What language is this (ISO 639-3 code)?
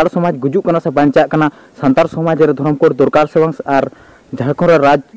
sat